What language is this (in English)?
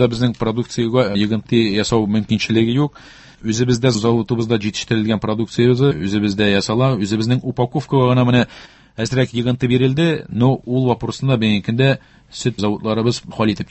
Tatar